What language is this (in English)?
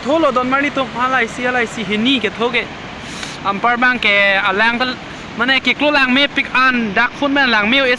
Karbi